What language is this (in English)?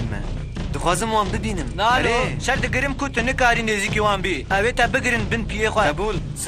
Kurdish